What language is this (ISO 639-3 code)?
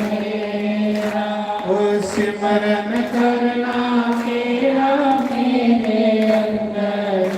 doi